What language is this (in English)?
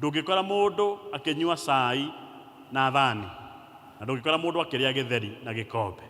Kikuyu